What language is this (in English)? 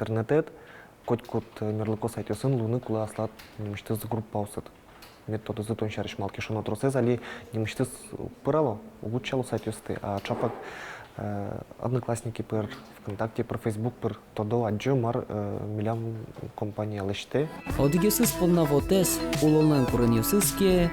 Udmurt